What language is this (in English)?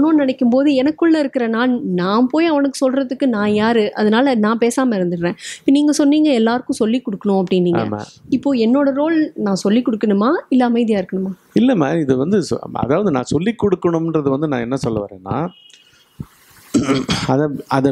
Tamil